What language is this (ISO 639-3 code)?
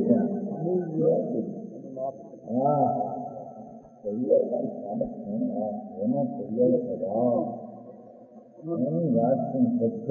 guj